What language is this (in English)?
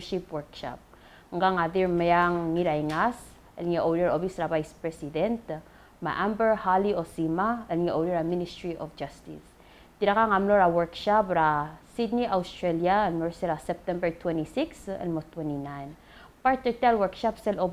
Palauan